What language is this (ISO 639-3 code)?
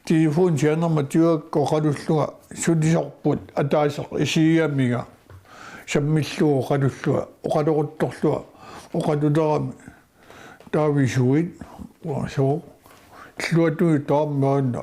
kal